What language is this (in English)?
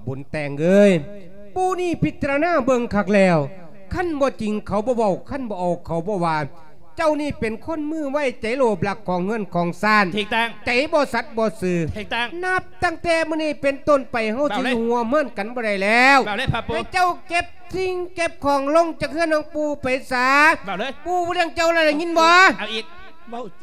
Lao